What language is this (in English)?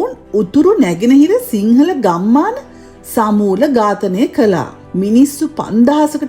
Sinhala